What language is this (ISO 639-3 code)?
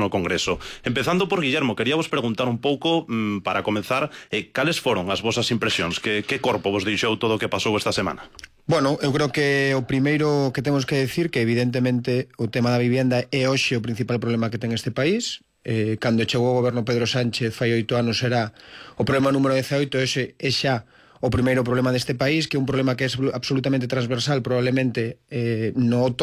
glg